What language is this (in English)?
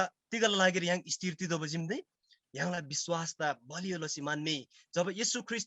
Eastern Tamang